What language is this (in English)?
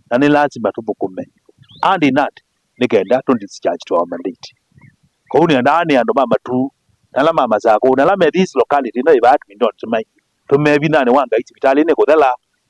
Kamba